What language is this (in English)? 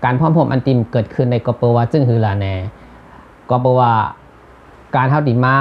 Shan